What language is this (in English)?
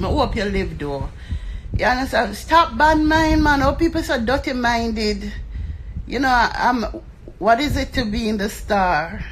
Jamaican Creole English